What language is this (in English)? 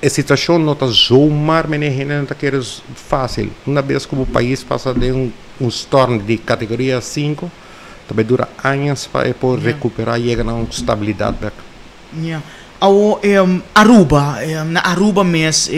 Papiamento